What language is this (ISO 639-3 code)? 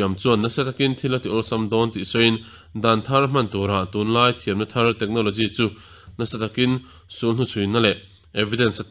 lus